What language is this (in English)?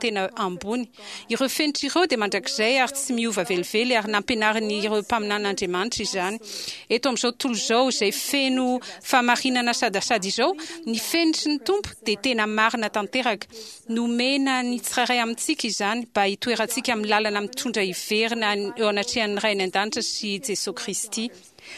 Malagasy